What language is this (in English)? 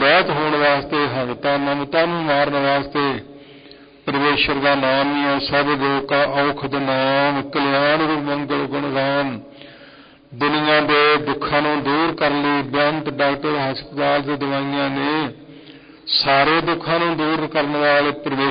Punjabi